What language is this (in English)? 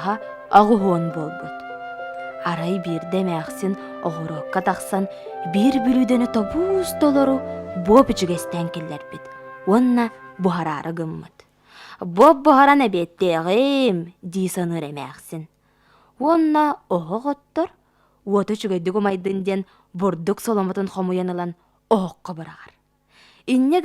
Yakut